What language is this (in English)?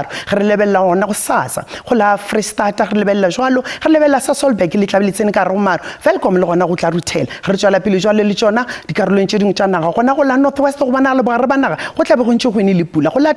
Northern Sotho